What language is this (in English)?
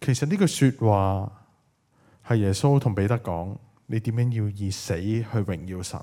Cantonese